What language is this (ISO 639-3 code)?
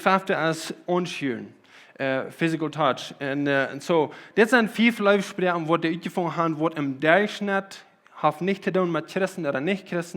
pdt